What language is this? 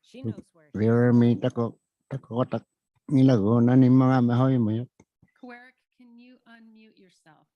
Inuktitut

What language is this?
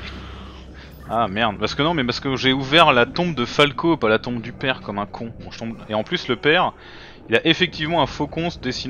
French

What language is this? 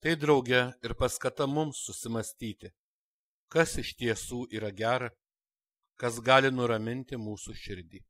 Lithuanian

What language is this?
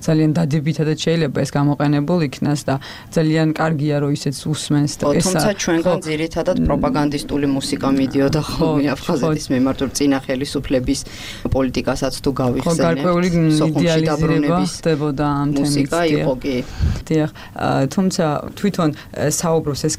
Georgian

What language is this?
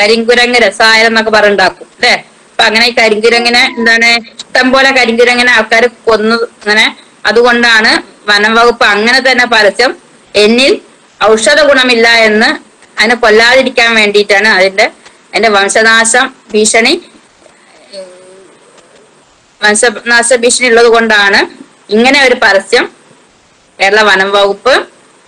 Malayalam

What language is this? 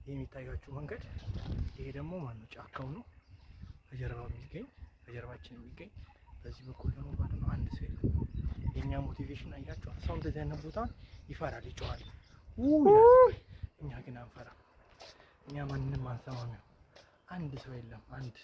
Amharic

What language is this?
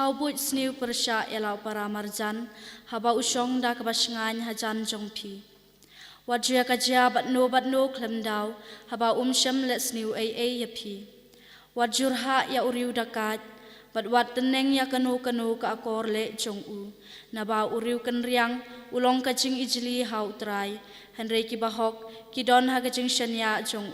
Khasi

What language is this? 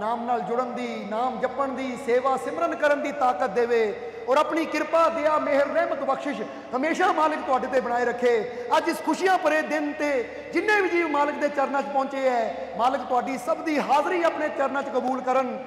Punjabi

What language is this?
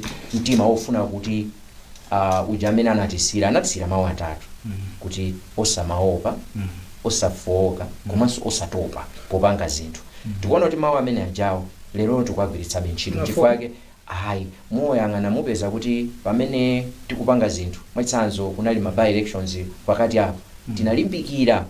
Nyanja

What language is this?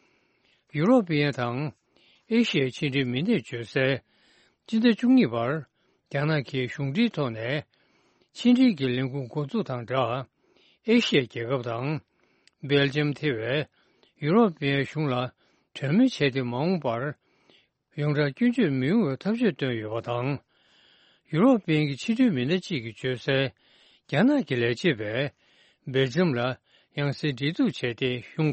Tibetan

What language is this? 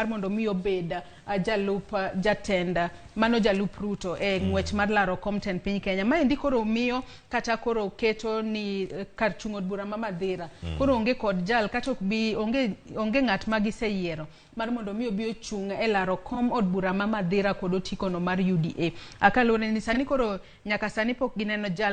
Luo (Kenya and Tanzania)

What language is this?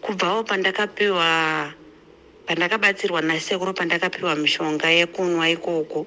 Shona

